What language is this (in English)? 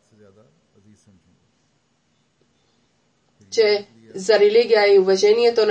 Bulgarian